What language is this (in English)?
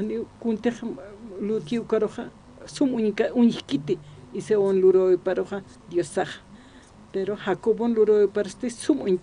Aymara